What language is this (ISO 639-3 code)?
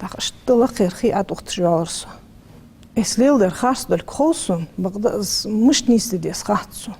inh